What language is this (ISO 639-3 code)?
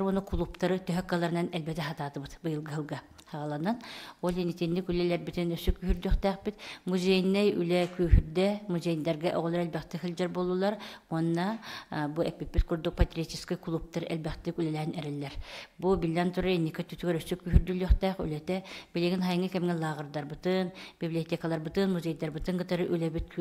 sah